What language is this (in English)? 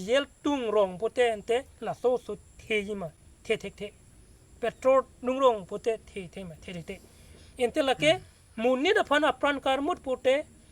Karbi